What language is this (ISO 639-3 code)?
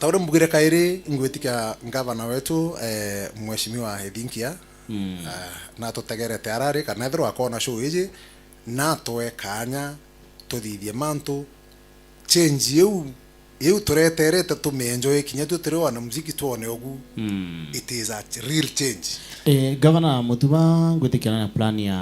mer